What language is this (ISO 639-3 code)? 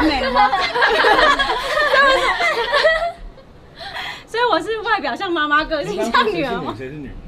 zho